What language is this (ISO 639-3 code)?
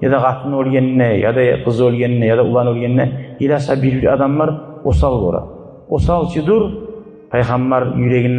kum